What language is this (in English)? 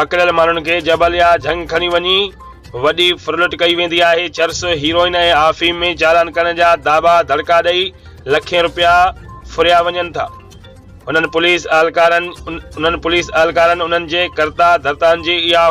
Sindhi